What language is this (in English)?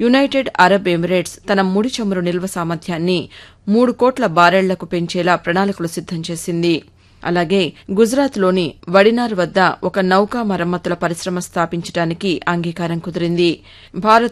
Telugu